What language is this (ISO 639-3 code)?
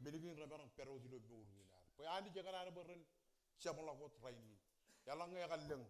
mah